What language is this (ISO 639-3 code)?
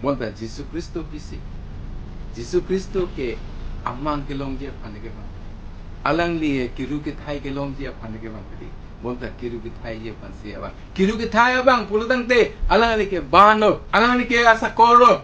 mjw